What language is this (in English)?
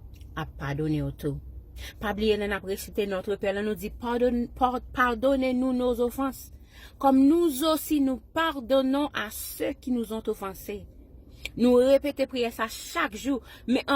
Haitian Creole